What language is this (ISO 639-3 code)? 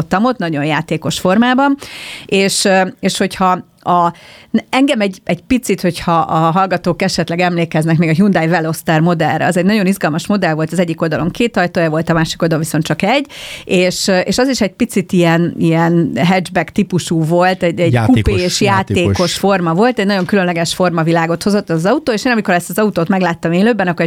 hun